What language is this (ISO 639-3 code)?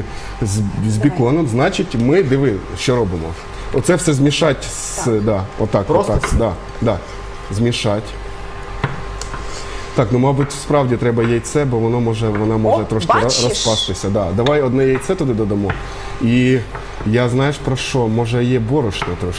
ukr